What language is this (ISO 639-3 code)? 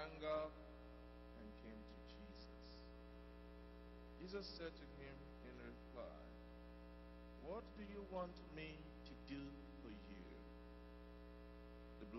eng